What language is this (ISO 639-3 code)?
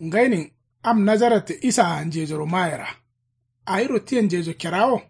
kau